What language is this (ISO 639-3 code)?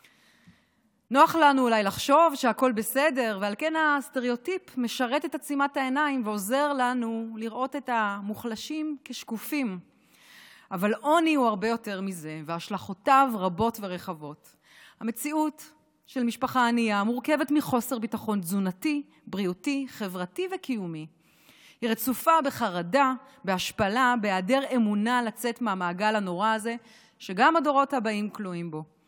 heb